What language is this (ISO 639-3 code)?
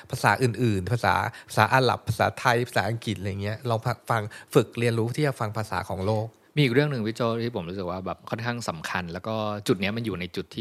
tha